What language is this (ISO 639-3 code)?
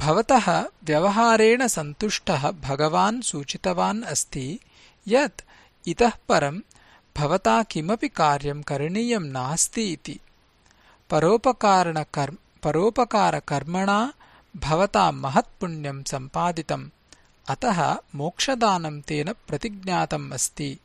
san